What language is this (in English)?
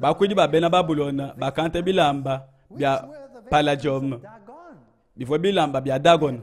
Luba-Lulua